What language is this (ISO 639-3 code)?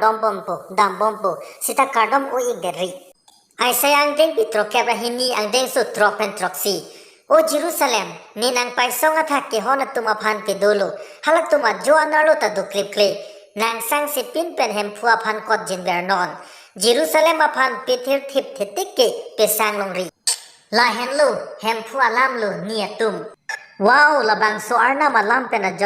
mjw